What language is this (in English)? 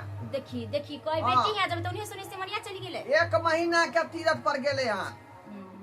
Maithili